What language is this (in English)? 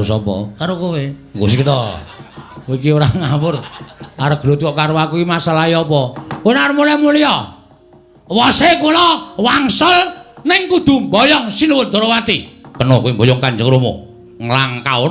Javanese